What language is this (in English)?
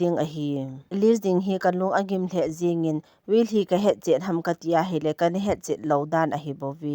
Thado Chin